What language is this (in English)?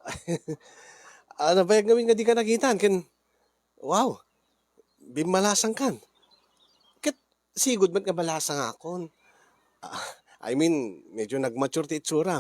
Iloko